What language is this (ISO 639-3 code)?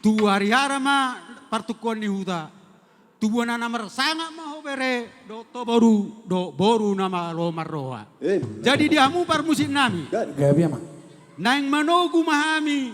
bbc